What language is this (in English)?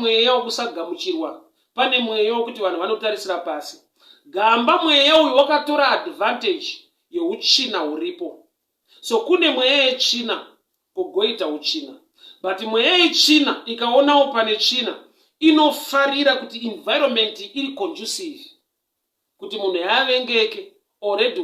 Shona